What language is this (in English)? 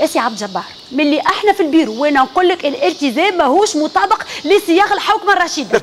Tunisian Arabic